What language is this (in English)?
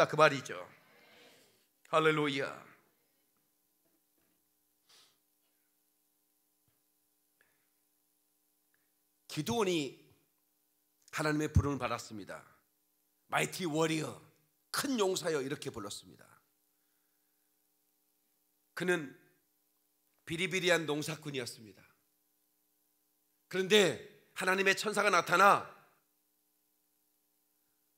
Korean